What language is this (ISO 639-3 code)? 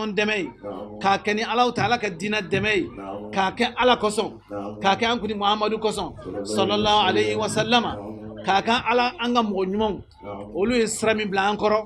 bam